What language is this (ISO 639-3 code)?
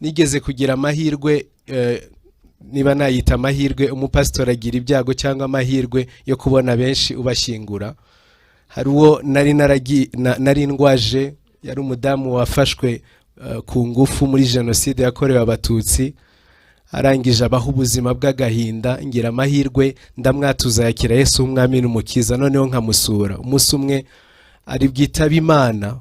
kin